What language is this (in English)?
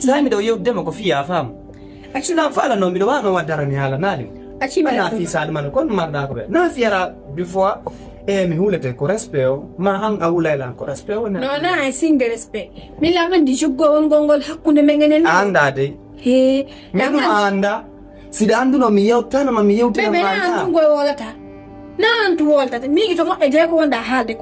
Fula